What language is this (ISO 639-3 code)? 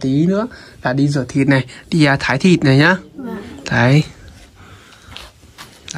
vie